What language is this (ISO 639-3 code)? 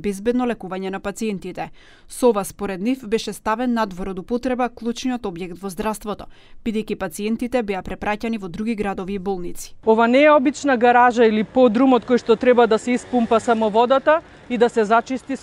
mkd